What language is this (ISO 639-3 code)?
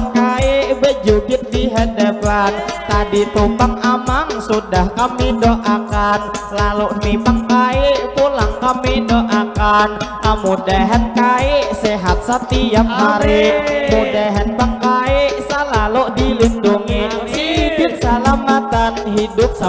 bjn